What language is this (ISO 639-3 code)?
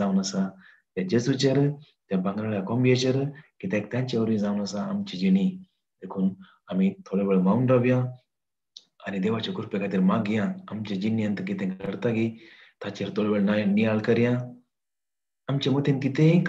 kok